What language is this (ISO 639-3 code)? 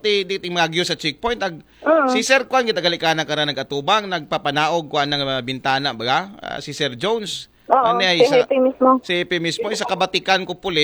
akl